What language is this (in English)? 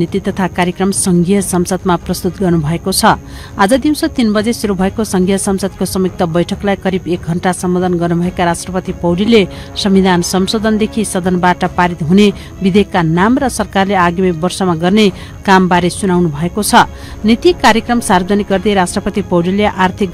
Nepali